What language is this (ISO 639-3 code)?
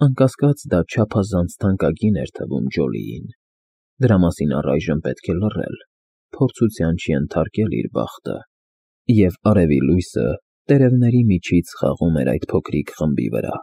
hye